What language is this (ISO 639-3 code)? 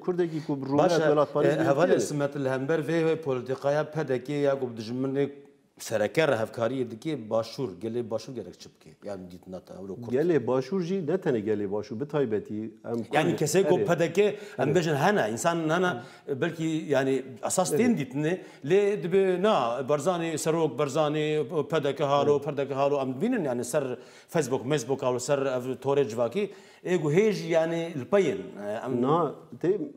kur